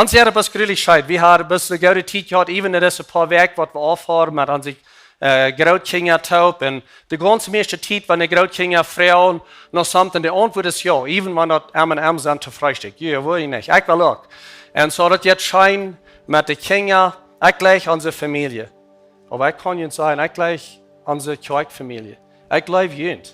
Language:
Plautdietsch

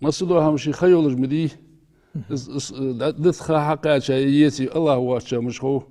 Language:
Ingush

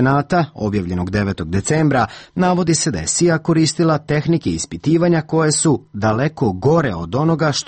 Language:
Serbian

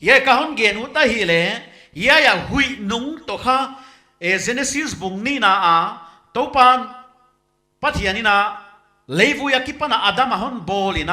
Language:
Paite Chin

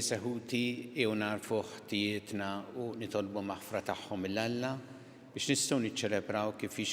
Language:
Maltese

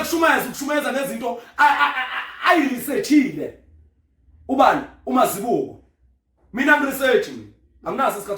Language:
Zulu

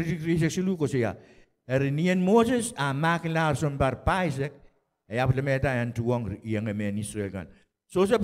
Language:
Pohnpeian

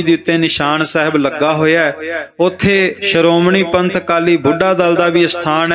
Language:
Punjabi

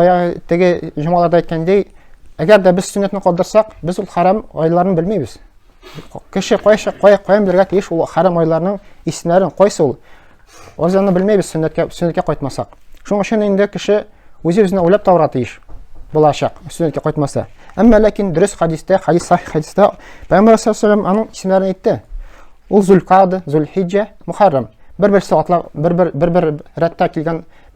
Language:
Tatar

